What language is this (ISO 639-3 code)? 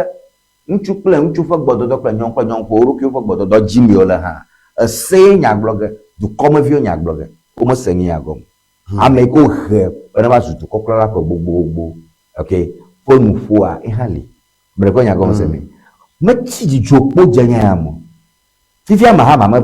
ewe